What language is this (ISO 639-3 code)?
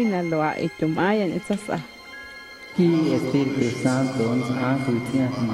amu